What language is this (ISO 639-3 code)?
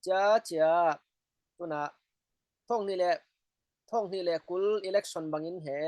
cfm